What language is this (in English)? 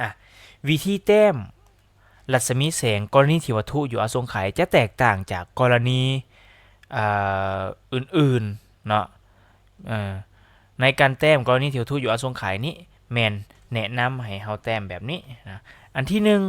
Lao